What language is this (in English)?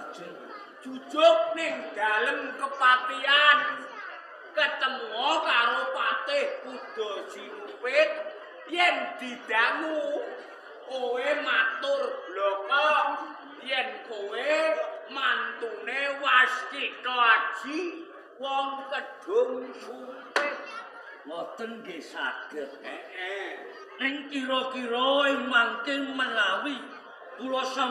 Javanese